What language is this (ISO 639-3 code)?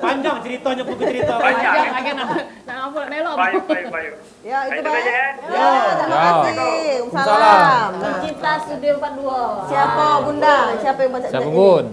mui